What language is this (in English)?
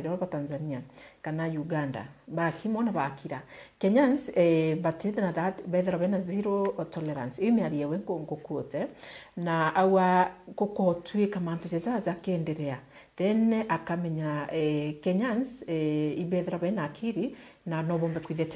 Meru